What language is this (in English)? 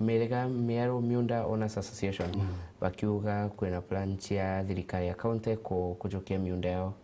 Meru